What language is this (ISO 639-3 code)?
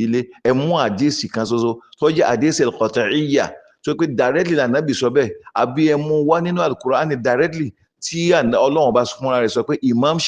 yor